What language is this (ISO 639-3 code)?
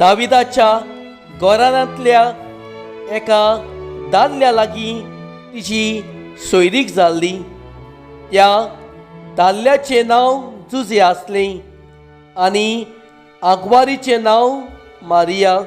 kok